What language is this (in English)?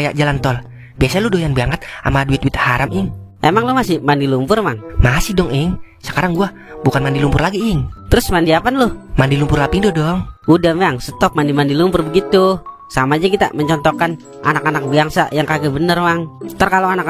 Betawi